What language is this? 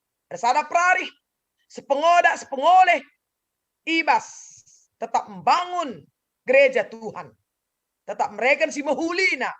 Batak Karo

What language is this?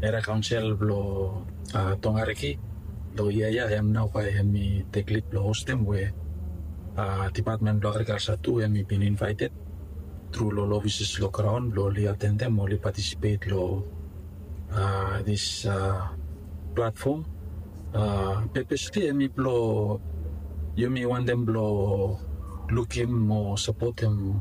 Bislama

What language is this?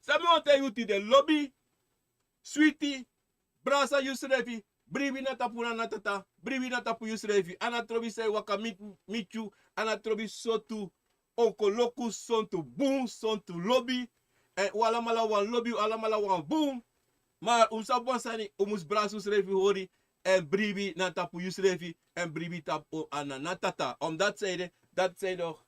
Sranan Tongo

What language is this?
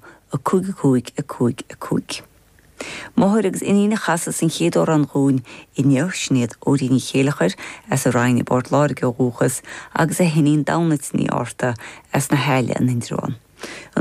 Irish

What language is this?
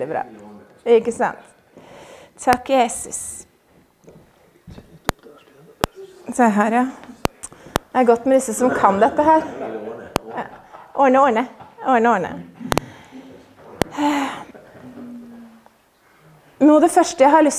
Norwegian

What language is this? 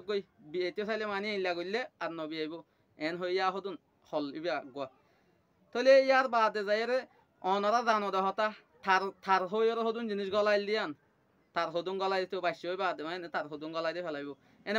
Rohingya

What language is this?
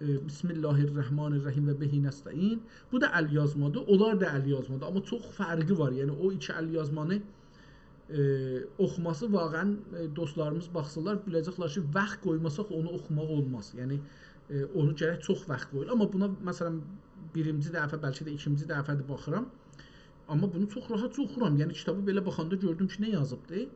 South Azerbaijani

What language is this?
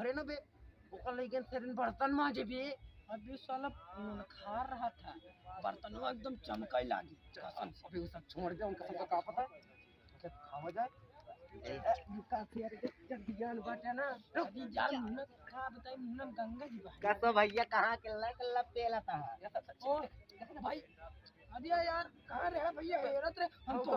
Awadhi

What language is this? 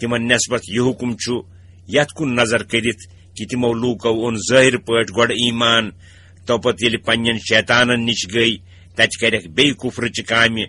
Kashmiri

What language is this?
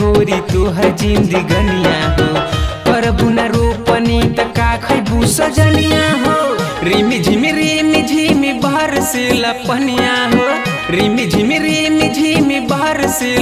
Bhojpuri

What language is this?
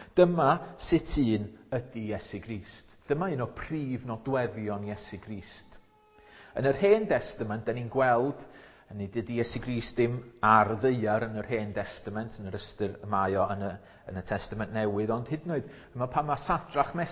Welsh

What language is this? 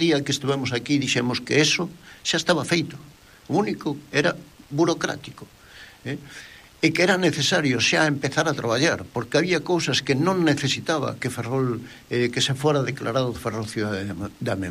Galician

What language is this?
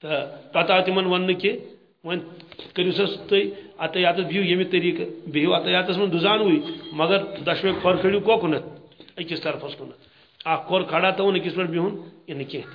Kashmiri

